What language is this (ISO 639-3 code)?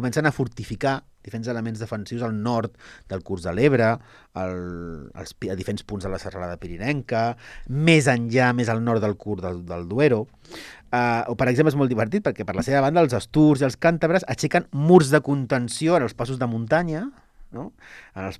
cat